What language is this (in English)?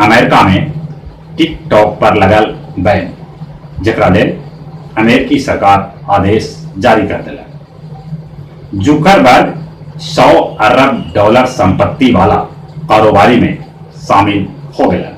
Magahi